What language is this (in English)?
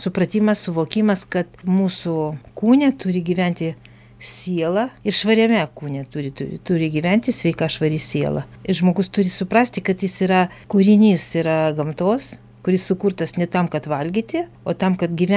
Lithuanian